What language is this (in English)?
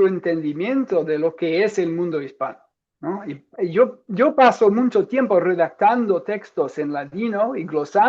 Ladino